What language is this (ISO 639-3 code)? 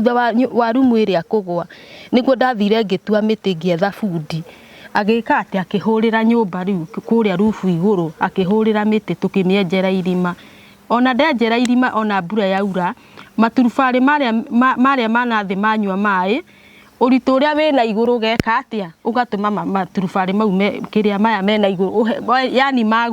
kik